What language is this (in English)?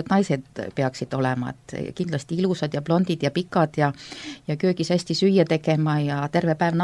Estonian